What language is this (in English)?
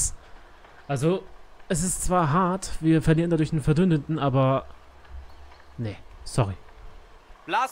German